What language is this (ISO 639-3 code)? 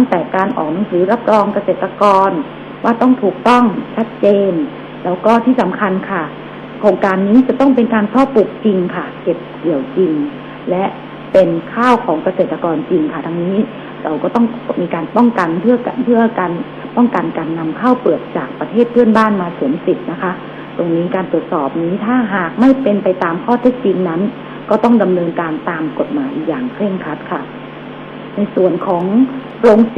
tha